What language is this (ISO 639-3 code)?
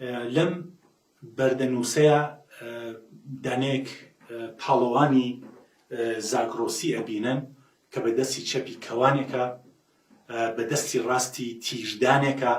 ckb